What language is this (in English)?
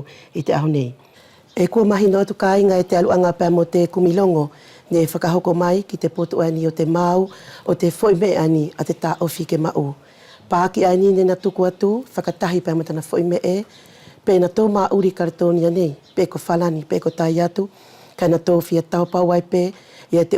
Wallisian